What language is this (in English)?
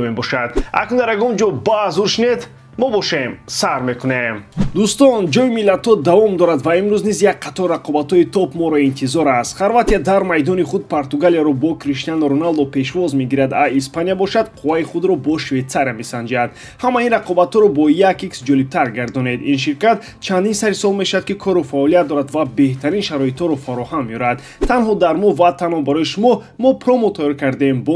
Tajik